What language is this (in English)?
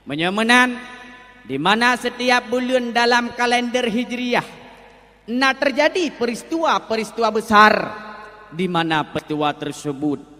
Achinese